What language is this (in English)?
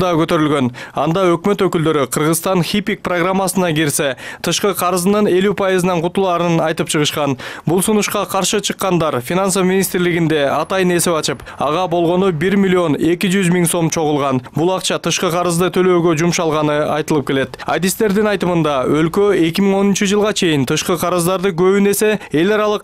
Kyrgyz